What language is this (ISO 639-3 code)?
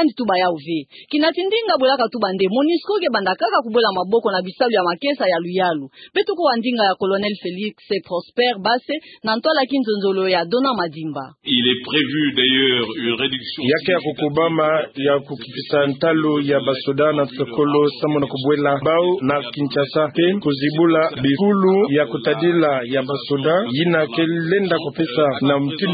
ktu